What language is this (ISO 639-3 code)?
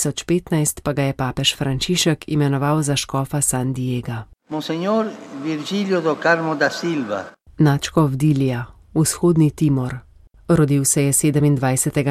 slv